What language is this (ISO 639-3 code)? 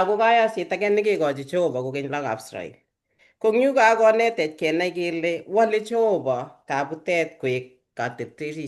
kln